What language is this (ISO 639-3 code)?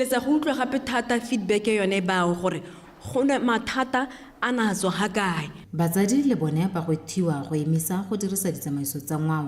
tsn